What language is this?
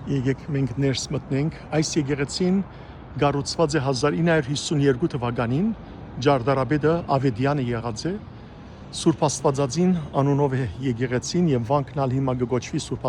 Western Armenian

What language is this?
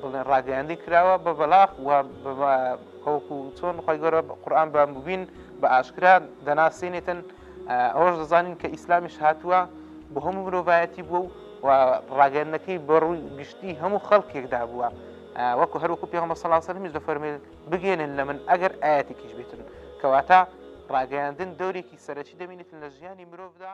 Central Kurdish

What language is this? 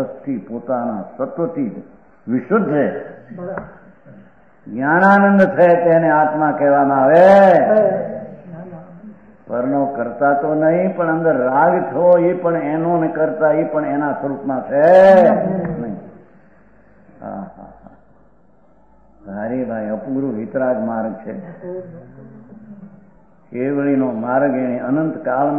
Gujarati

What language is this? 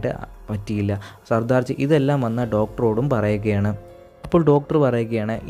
Malayalam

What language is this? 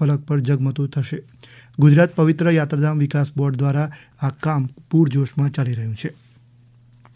Gujarati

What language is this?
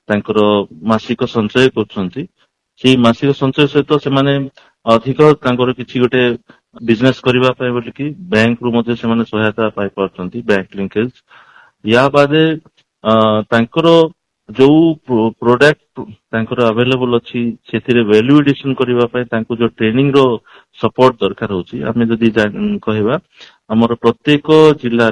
Odia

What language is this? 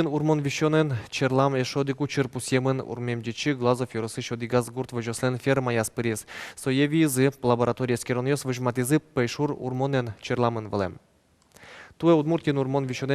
Udmurt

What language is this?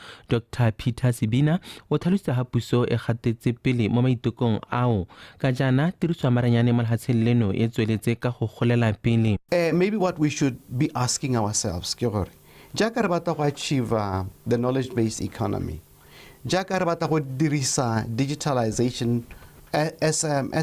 Tswana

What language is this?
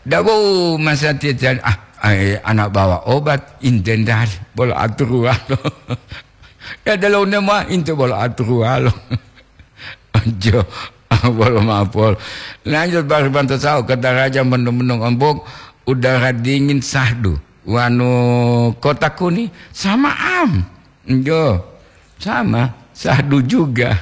Gorontalo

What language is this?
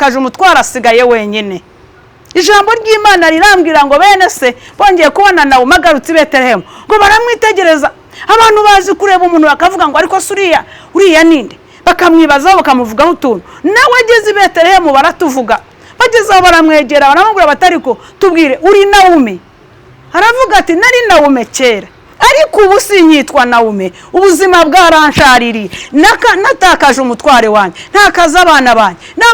Kinyarwanda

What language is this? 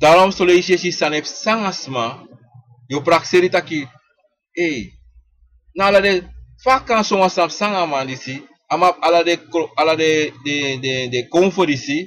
Sranan Tongo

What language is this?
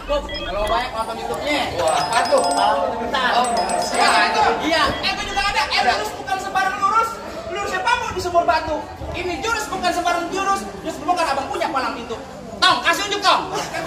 Betawi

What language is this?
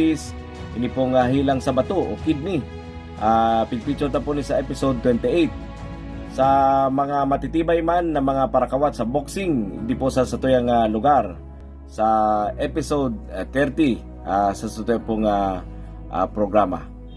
Bikol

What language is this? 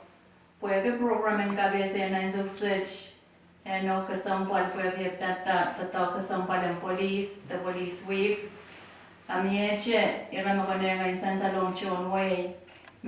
Pohnpeian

